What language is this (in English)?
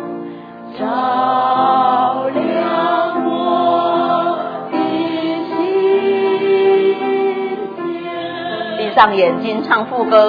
Chinese